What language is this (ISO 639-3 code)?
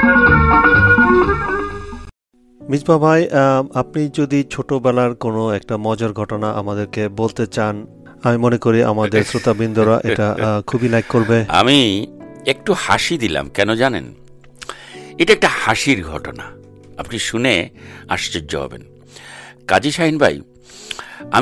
ben